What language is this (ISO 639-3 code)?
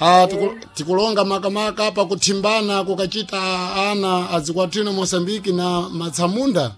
seh